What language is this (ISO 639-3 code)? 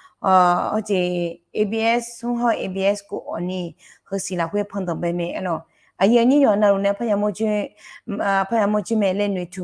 ahk